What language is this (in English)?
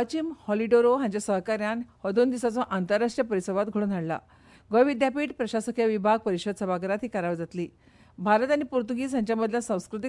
Konkani